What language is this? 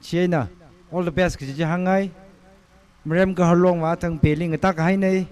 Tangkhul Naga (India)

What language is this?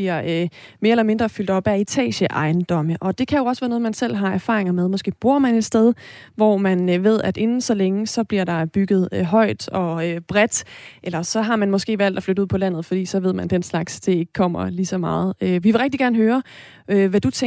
Danish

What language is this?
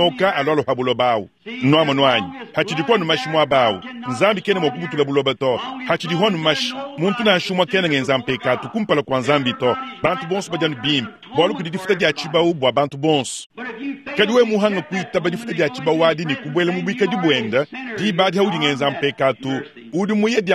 Luba-Lulua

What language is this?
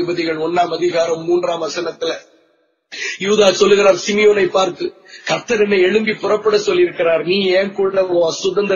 Tamil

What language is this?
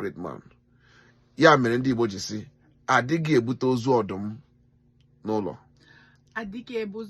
Igbo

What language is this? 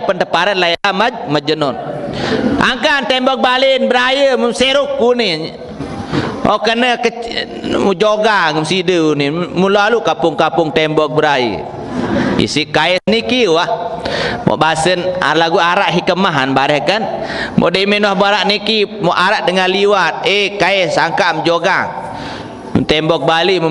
Sasak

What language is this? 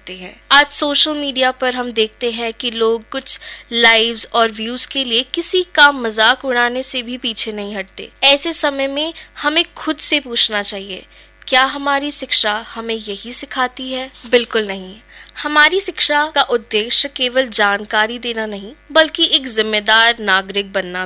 Hindi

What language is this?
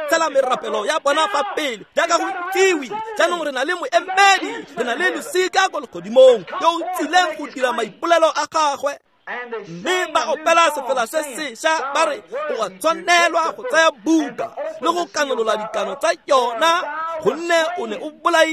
Tswana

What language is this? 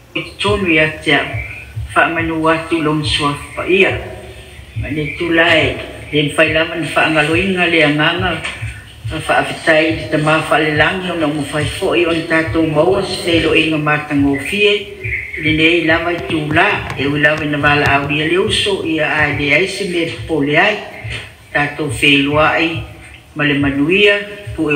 Samoan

